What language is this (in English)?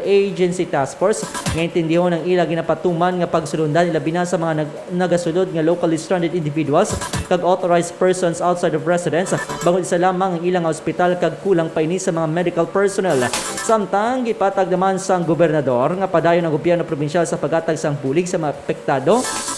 Hiligaynon